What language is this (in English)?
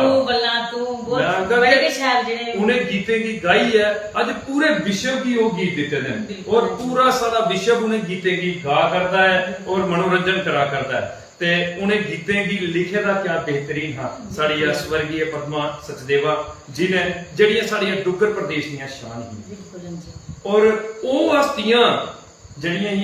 Dogri